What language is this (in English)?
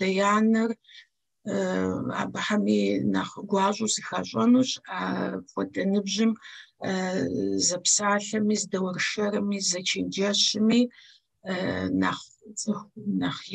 Kabardian